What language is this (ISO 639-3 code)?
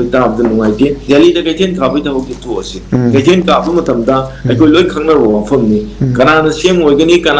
mni